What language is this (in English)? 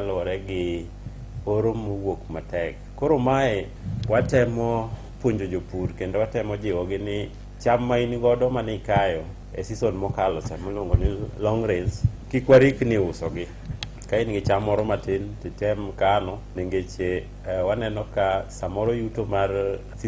Luo (Kenya and Tanzania)